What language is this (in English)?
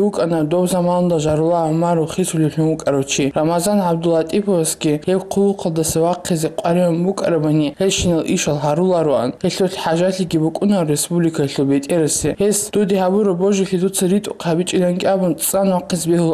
Avaric